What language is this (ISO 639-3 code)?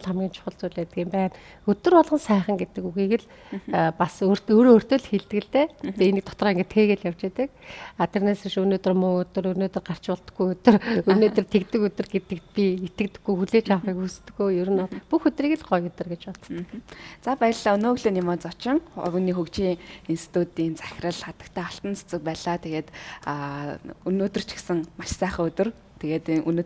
mon